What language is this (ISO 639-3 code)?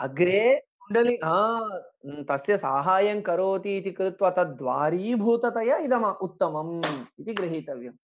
san